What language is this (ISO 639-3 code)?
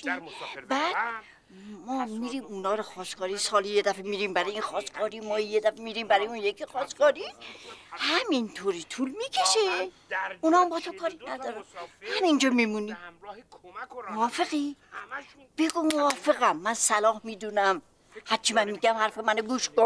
fas